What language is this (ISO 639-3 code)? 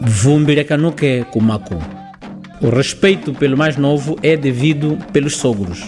cjk